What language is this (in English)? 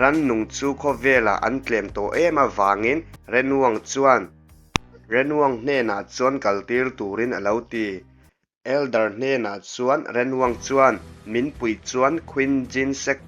Mizo